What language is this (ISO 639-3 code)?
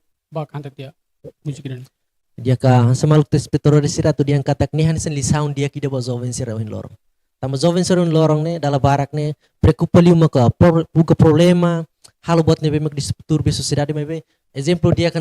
tet